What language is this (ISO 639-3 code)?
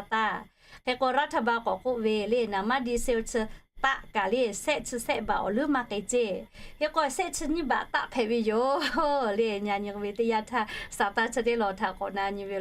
lhu